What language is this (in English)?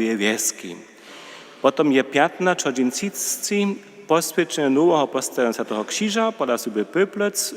Upper Sorbian